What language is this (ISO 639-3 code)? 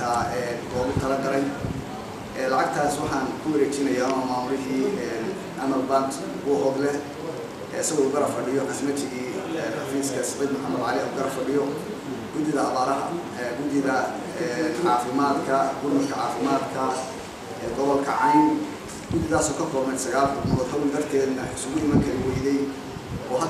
som